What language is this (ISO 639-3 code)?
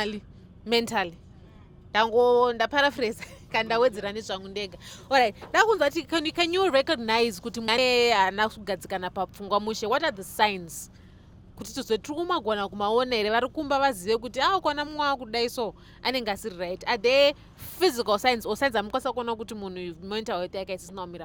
sna